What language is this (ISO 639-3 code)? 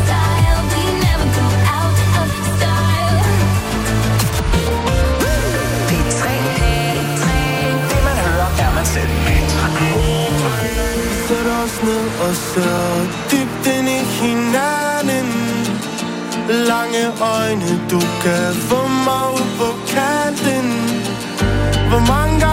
dan